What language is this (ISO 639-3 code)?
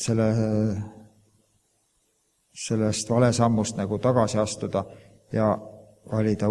est